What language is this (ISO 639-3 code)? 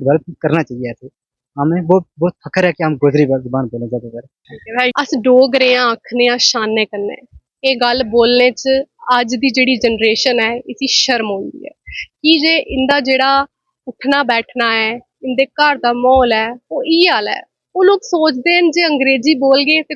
doi